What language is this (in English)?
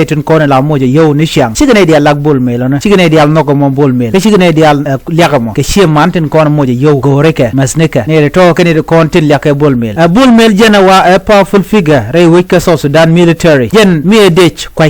Nuer